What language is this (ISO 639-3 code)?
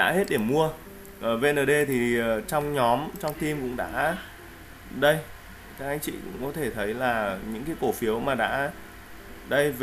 vie